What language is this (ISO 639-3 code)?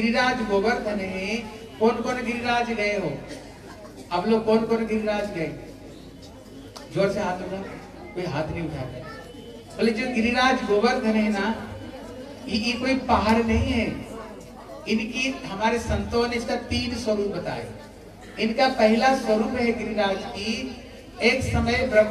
hin